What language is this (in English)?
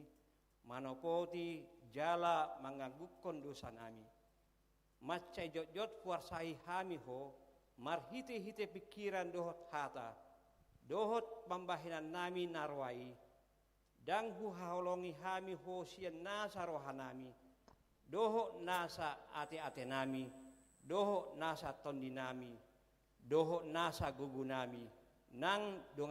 Batak Toba